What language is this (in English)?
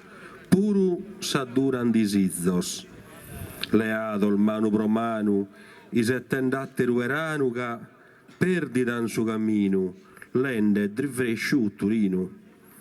Sardinian